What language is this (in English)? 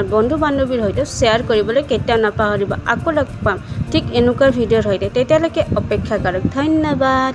Assamese